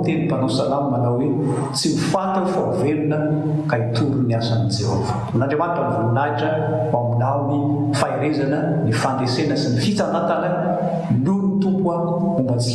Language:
Malagasy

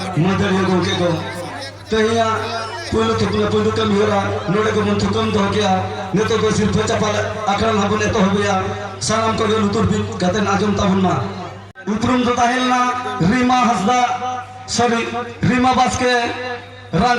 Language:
Santali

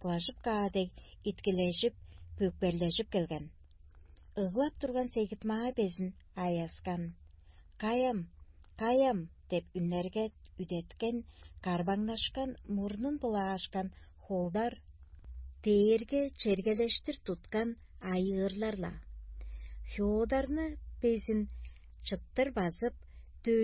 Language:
Tuvinian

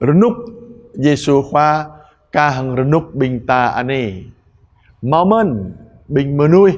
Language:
Jarai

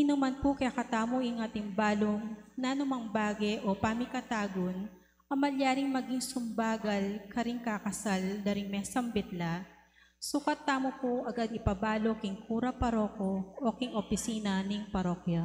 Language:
Pampanga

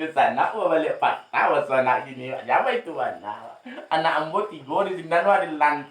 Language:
Minangkabau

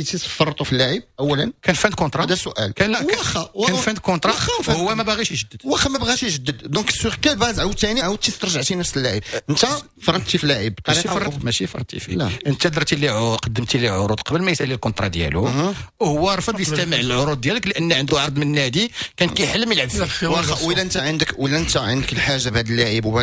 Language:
Moroccan Arabic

